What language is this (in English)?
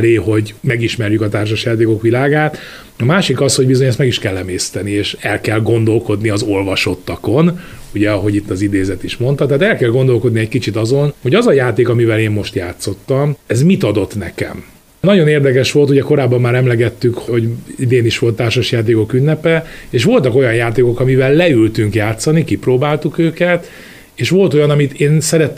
Hungarian